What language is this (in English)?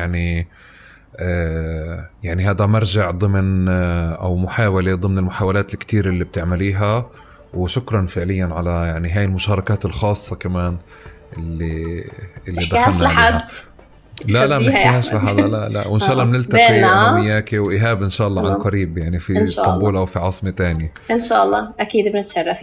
North Levantine Arabic